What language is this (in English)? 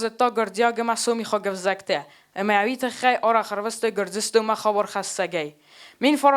Ossetic